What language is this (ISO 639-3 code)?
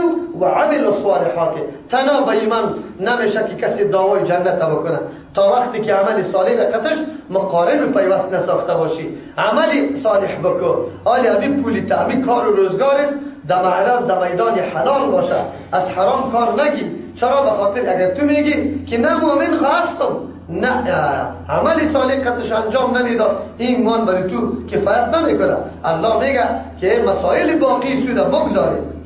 fas